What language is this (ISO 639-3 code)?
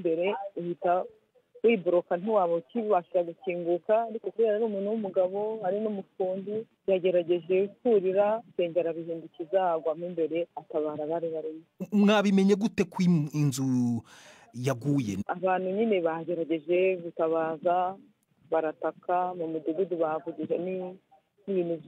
kin